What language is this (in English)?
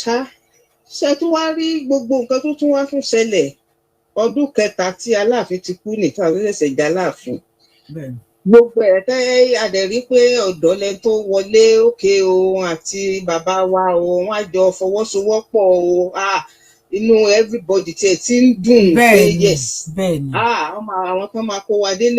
Yoruba